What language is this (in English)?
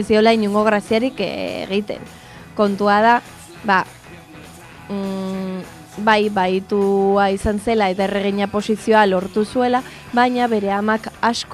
Basque